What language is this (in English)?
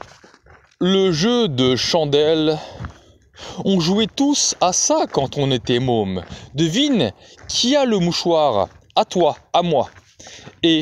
French